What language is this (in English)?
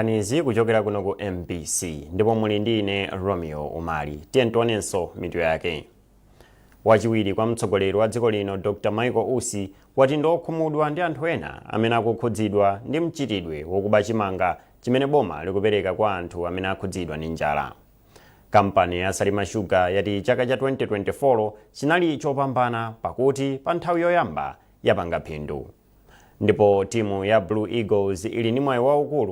Nyanja